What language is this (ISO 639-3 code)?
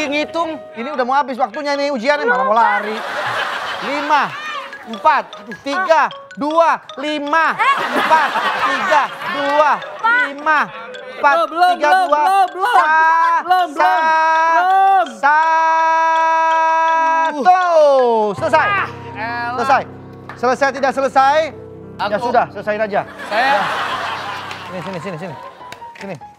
ind